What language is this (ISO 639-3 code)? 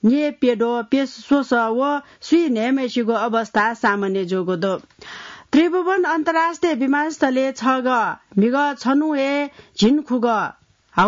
new